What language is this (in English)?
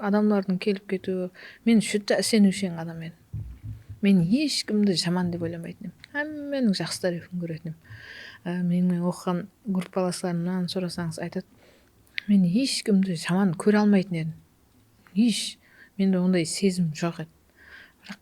Kara-Kalpak